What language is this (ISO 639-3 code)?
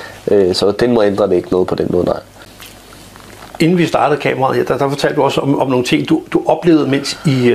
dan